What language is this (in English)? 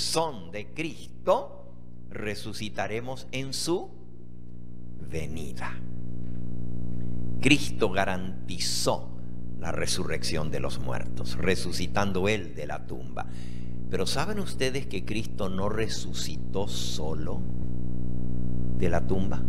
Spanish